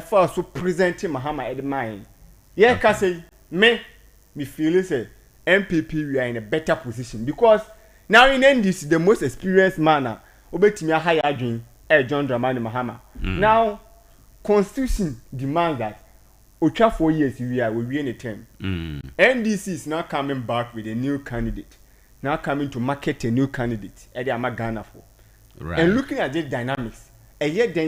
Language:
Akan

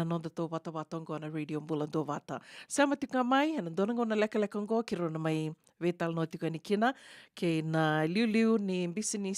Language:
Fijian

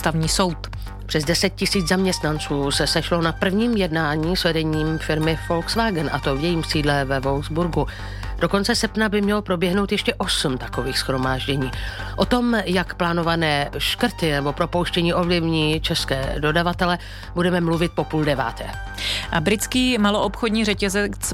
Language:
Czech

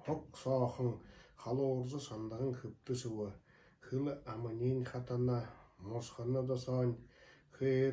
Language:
Buriat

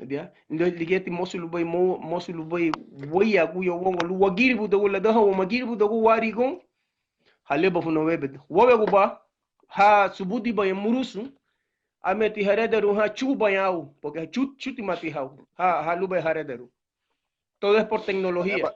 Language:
Garifuna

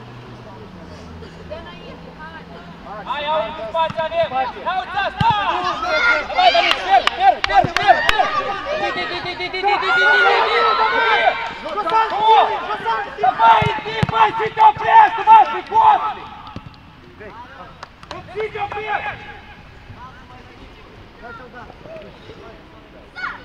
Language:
Romanian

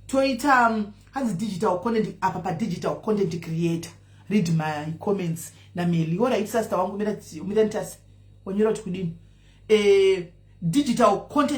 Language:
Shona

